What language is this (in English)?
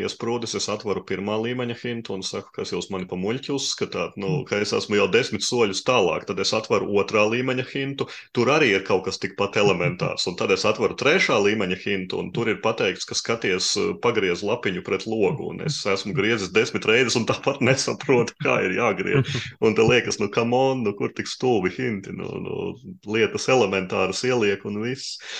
Latvian